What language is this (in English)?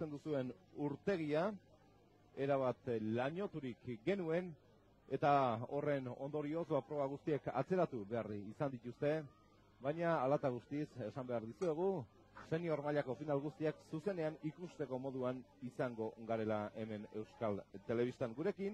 Basque